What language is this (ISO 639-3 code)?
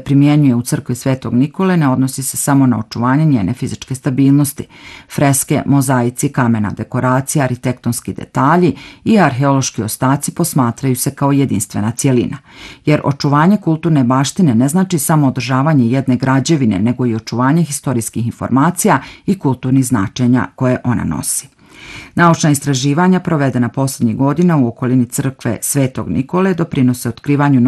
bos